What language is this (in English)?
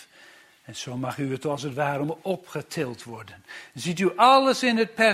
Dutch